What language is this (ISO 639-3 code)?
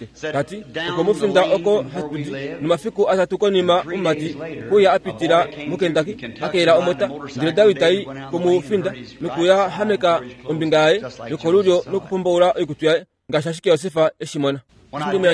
kua